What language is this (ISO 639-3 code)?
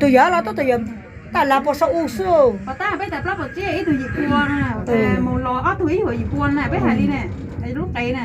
hmn